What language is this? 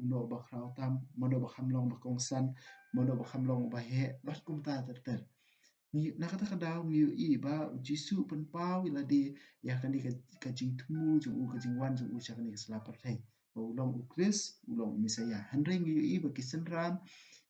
Khasi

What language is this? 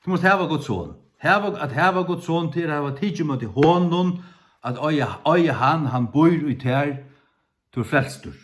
Faroese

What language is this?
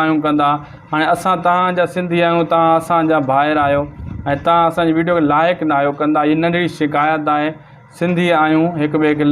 Sindhi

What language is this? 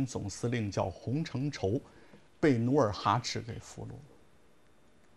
Chinese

